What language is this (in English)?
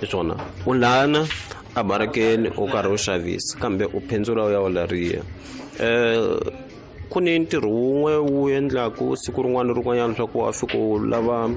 Tsonga